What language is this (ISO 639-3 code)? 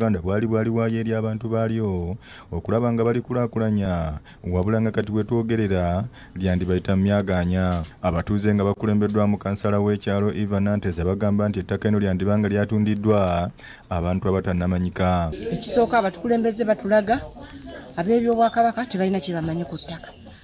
lug